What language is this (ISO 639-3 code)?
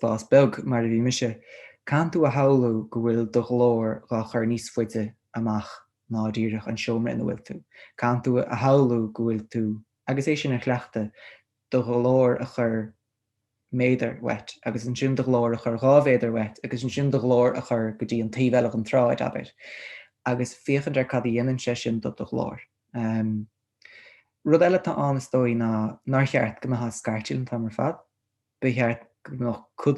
gle